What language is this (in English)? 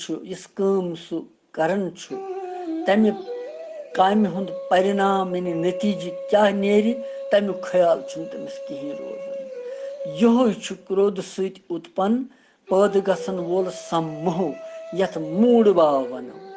Kashmiri